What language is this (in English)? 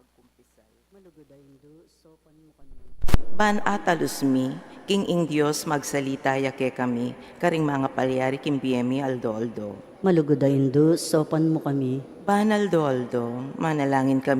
Pampanga